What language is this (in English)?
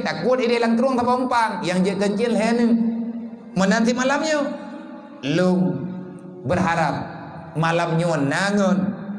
Achinese